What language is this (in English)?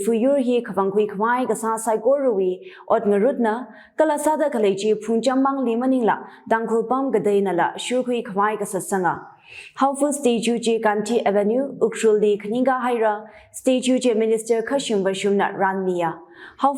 Tangkhul Naga (India)